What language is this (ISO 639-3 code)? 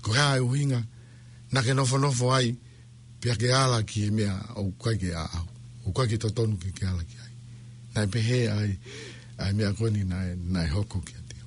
ton